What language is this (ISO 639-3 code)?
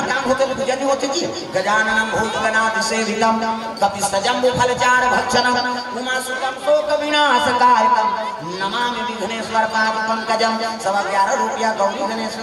hne